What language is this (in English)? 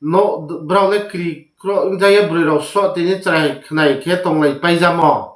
Riang (India)